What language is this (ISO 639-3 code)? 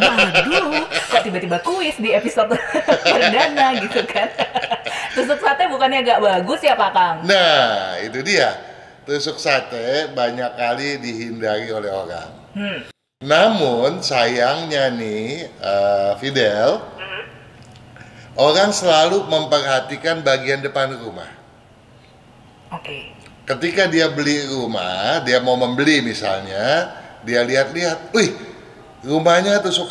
ind